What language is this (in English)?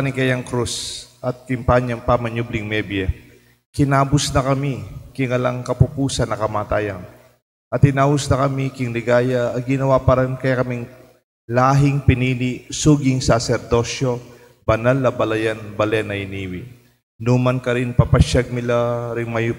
Pampanga